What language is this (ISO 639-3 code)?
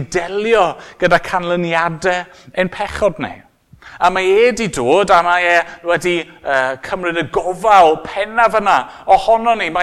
cym